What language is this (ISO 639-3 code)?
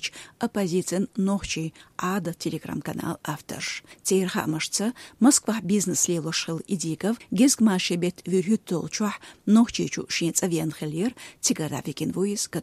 che